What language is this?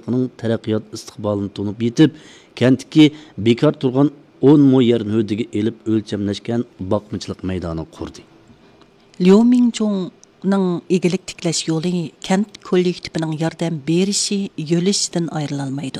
Uyghur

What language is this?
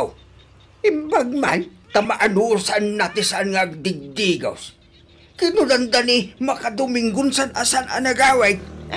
Iloko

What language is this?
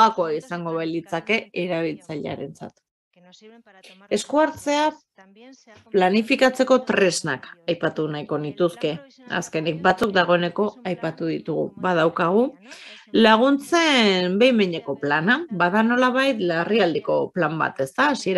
Basque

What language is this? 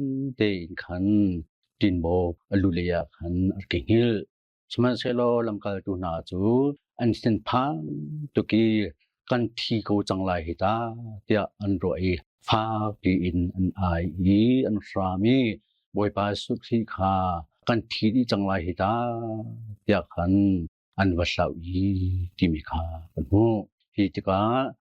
Hakha Chin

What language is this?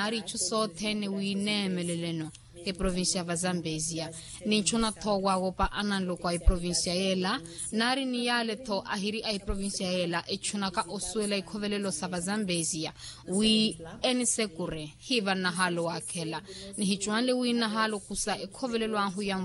Makhuwa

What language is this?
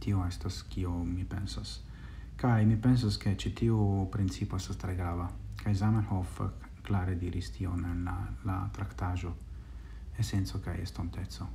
Esperanto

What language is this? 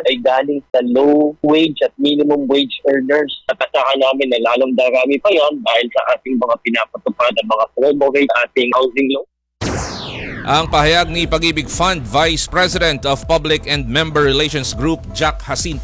Filipino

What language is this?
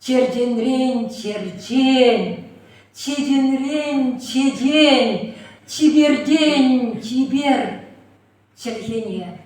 Chuvash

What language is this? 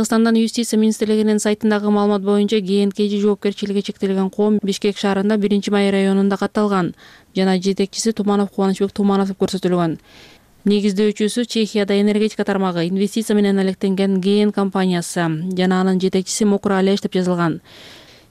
Kyrgyz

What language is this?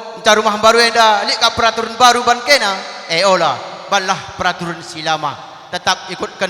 Batak Karo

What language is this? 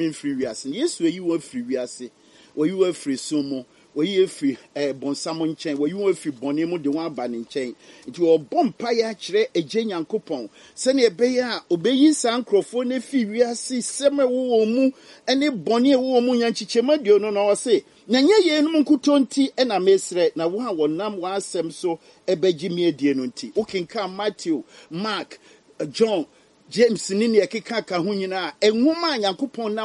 Akan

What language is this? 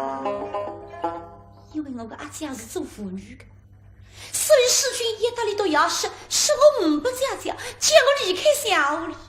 Wu Chinese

